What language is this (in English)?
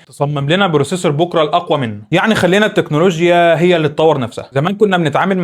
Egyptian Arabic